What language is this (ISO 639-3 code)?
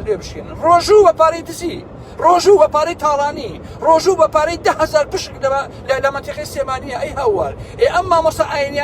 ckb